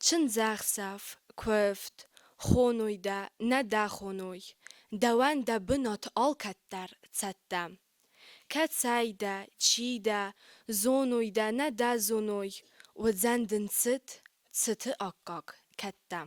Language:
Ossetic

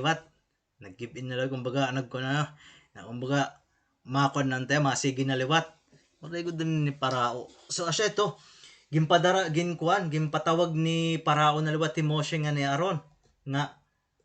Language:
Waray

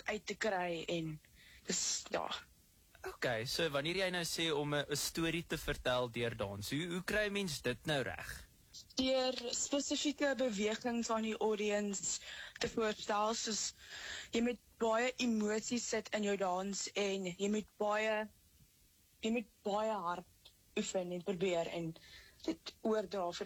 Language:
Afrikaans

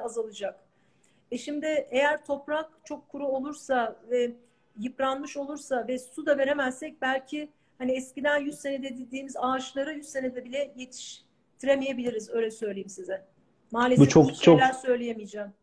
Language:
Turkish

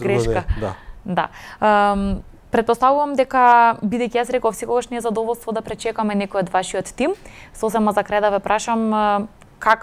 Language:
Macedonian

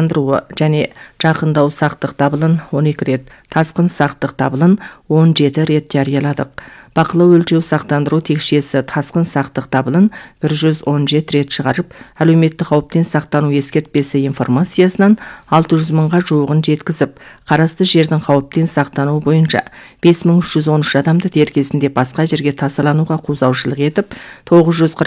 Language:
Kazakh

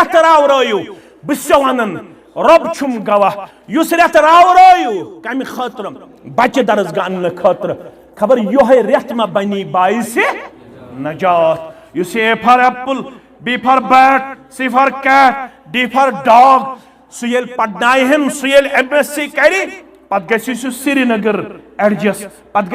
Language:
Kashmiri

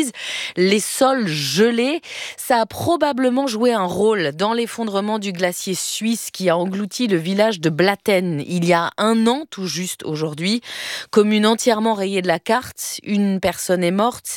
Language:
French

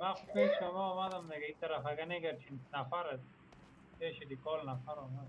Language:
Persian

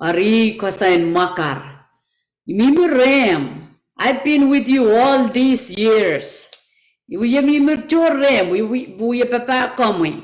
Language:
Pohnpeian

